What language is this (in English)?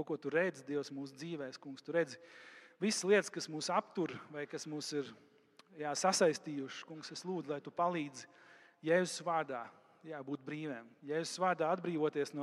Latvian